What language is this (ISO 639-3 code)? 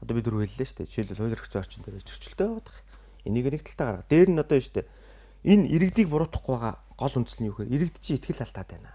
mon